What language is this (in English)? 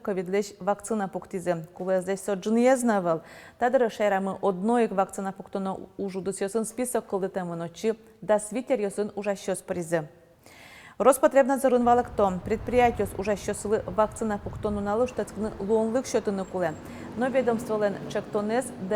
Udmurt